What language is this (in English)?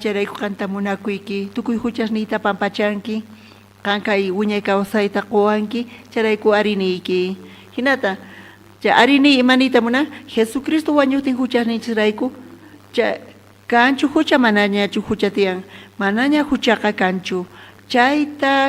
South Bolivian Quechua